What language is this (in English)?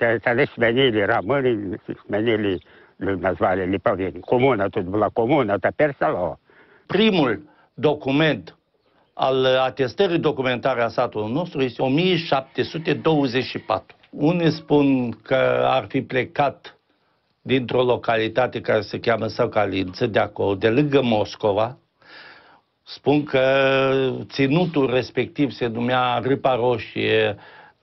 Romanian